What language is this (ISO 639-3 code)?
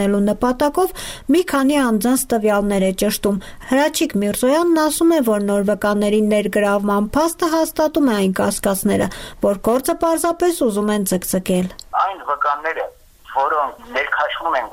hye